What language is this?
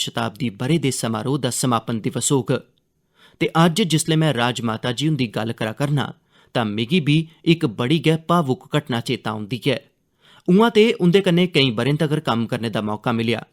Dogri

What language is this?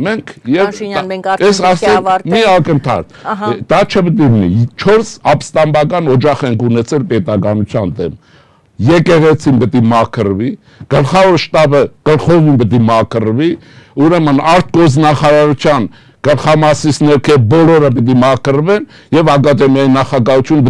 Armenian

